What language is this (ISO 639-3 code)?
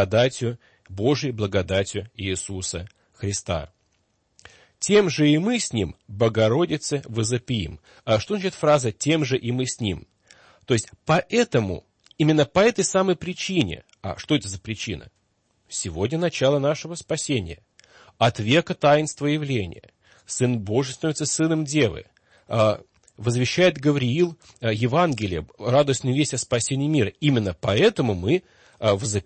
rus